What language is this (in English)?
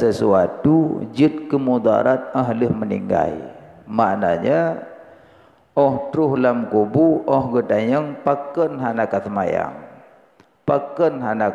Achinese